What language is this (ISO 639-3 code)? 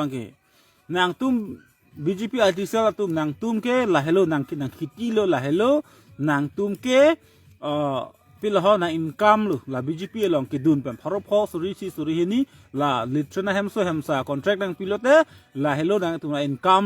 mjw